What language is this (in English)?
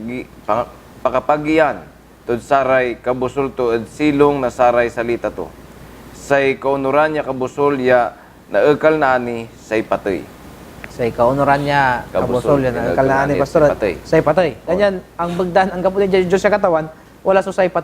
Pangasinan